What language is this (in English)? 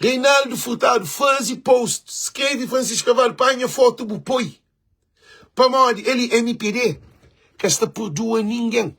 Kabuverdianu